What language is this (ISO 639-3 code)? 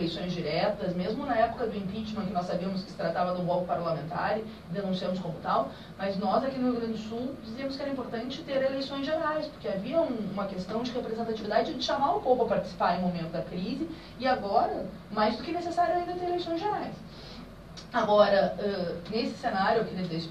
por